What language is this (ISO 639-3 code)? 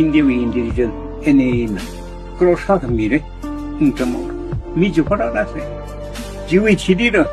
nmf